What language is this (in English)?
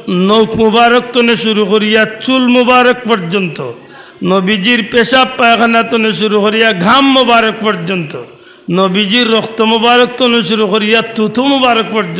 Sylheti